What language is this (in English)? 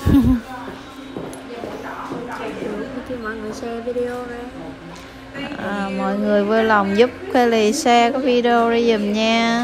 Vietnamese